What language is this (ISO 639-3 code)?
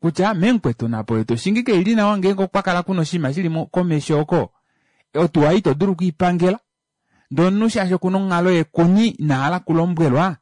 kua